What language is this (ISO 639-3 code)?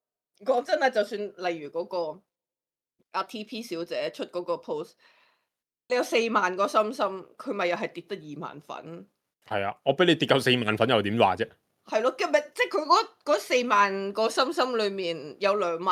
yue